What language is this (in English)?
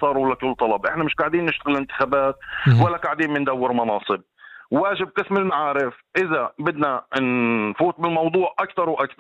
North Levantine Arabic